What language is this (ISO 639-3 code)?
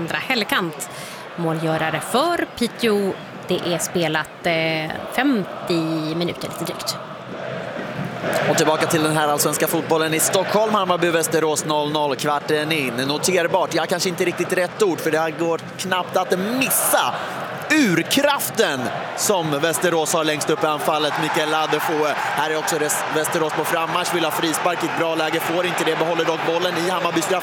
swe